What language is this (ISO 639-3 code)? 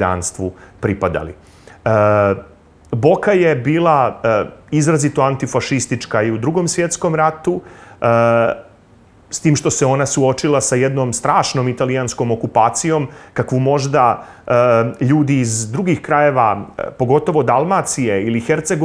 srp